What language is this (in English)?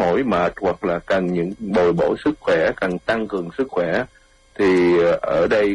Vietnamese